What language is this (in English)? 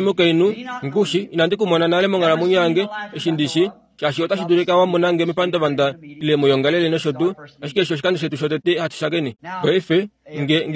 Kuanyama